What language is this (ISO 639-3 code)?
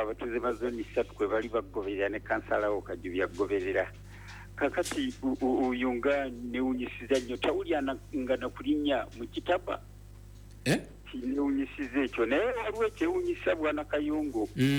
lug